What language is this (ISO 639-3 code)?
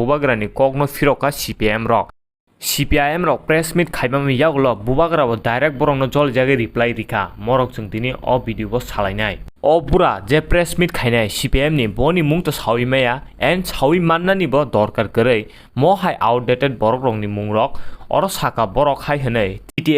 trp